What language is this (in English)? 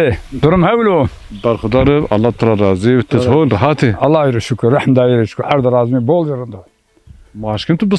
Zaza